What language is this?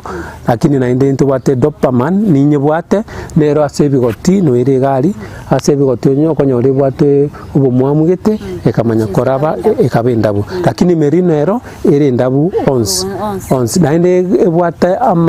Gusii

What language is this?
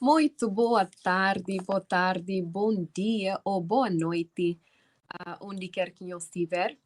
Kabuverdianu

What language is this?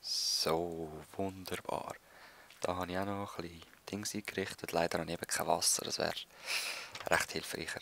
Swiss German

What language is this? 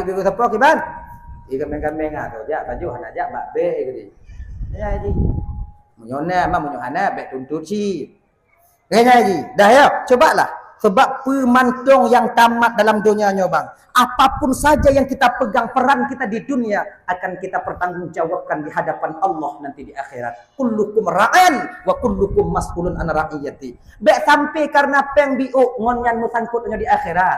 Achinese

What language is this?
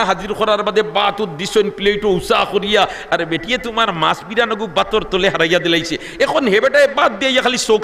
Sylheti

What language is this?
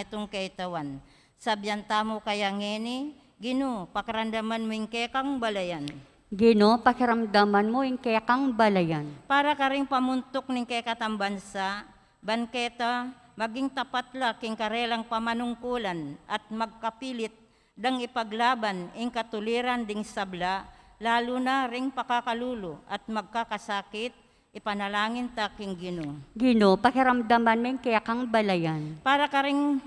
Pampanga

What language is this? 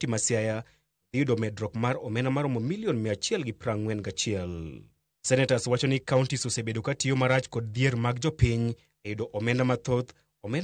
Luo (Kenya and Tanzania)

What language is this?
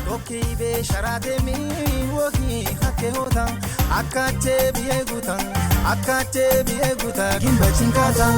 Kafa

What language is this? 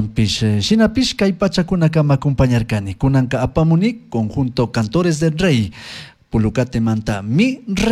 Chimborazo Highland Quichua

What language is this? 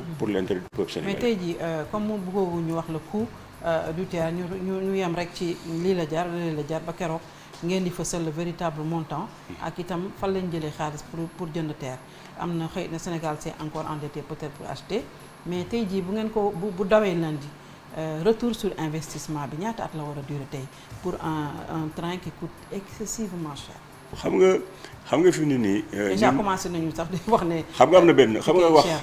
Wolof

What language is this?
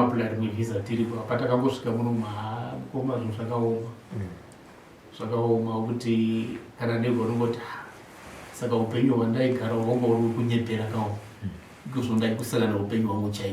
Shona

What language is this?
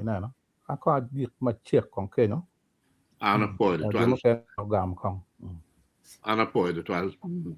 Acoli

